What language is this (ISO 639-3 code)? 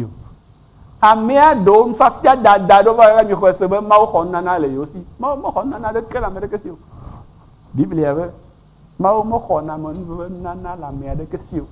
ewe